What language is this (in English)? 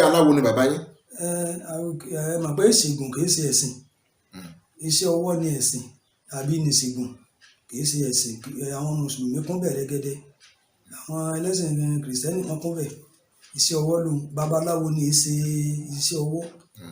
Yoruba